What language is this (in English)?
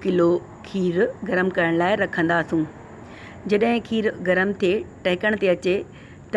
Sindhi